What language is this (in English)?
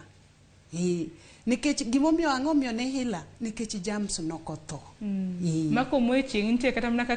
Luo (Kenya and Tanzania)